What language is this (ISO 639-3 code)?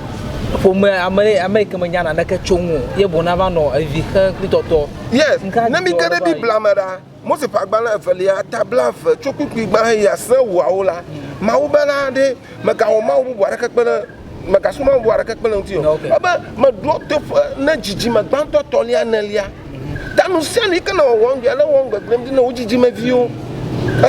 ewe